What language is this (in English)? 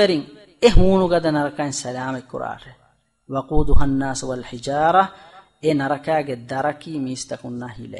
Divehi